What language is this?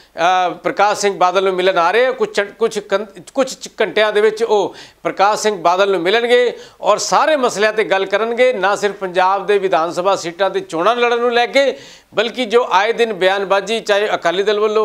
Punjabi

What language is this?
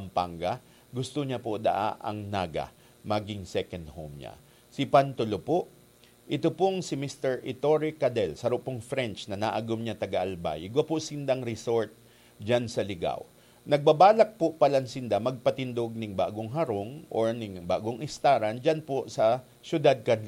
Bikol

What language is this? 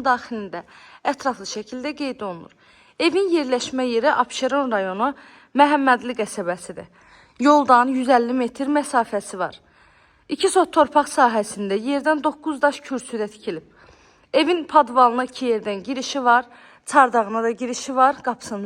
Azerbaijani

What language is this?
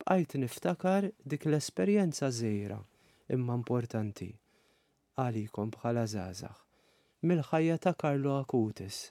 Maltese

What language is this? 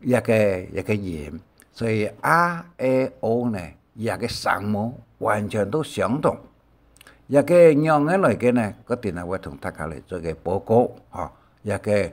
Hakka Chinese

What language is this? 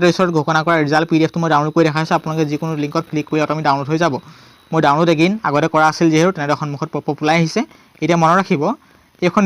Assamese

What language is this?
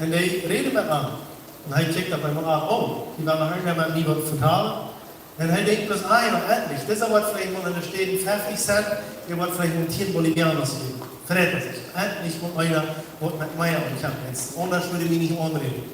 Plautdietsch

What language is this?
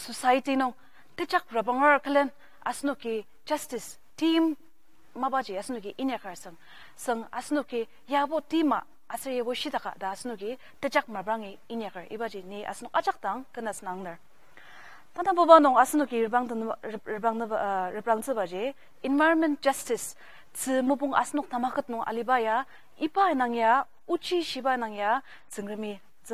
Ao Naga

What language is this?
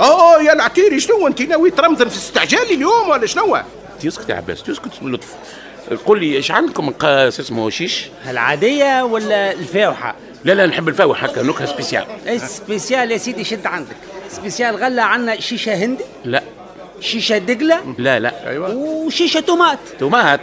Tunisian Arabic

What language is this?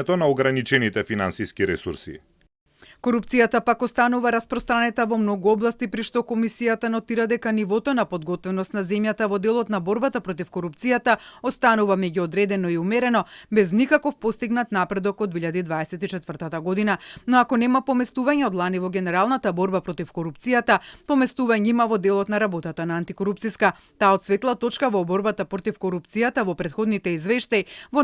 Macedonian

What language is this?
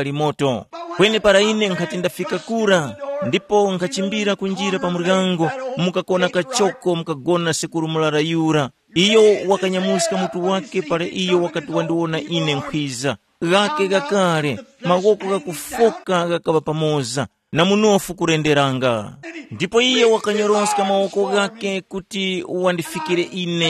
Tumbuka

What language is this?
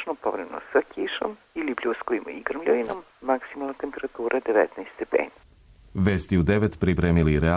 Serbian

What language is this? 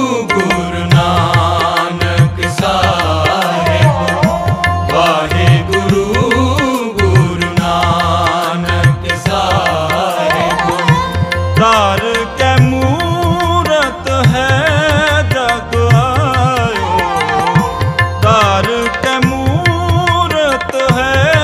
Punjabi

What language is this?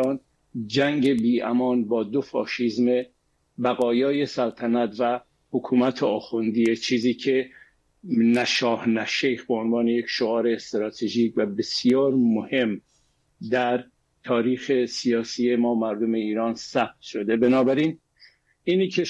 Persian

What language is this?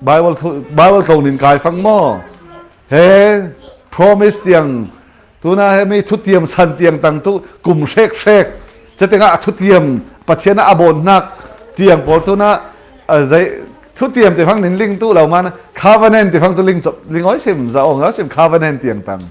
Falam Chin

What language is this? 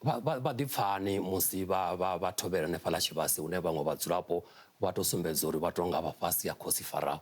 Venda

